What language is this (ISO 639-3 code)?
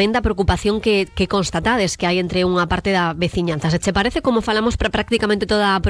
glg